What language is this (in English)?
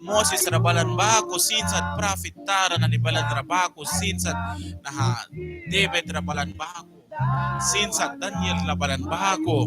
Mískito